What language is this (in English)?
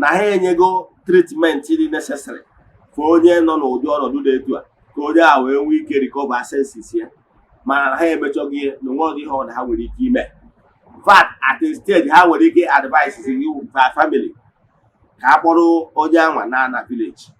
Igbo